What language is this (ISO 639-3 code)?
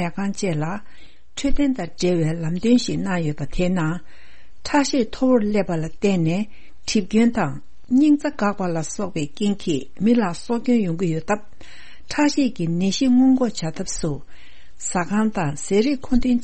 bod